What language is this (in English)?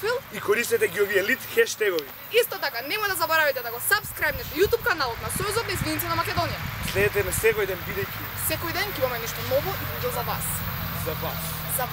Macedonian